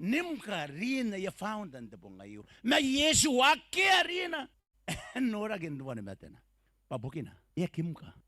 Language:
Gilbertese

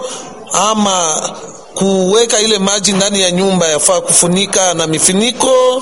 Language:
Swahili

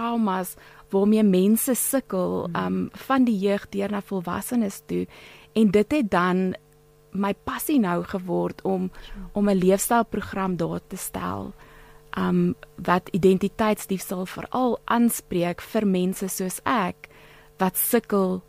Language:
Afrikaans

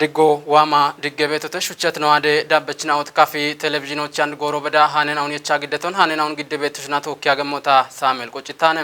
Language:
Kafa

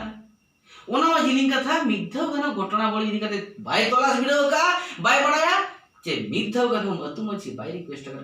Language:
Santali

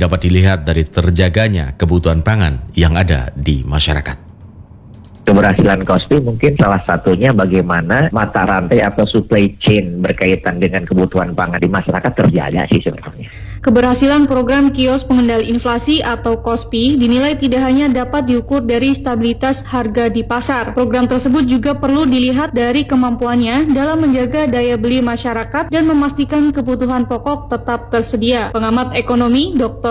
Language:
Indonesian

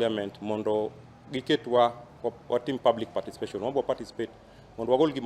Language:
Luo (Kenya and Tanzania)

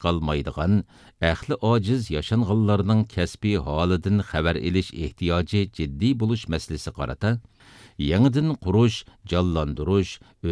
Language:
Uyghur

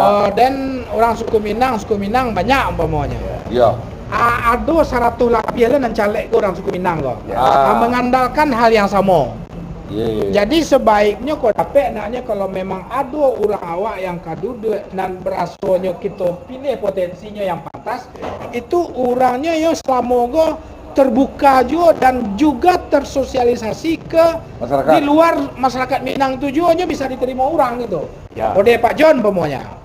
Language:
Minangkabau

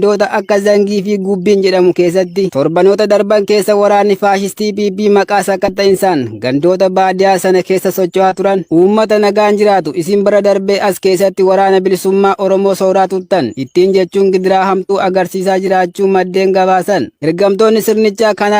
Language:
Oromo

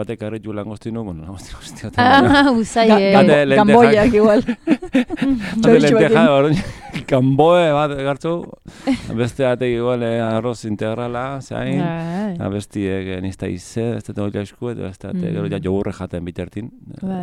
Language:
Basque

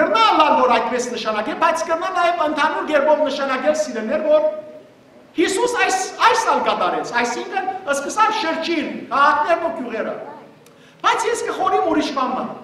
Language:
Western Armenian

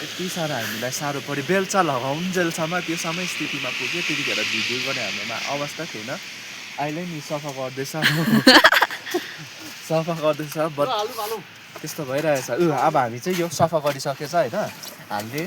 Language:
Nepali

